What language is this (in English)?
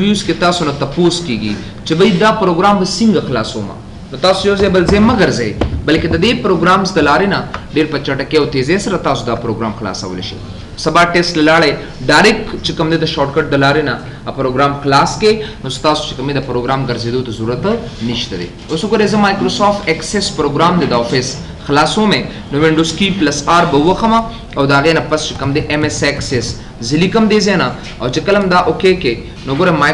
Pashto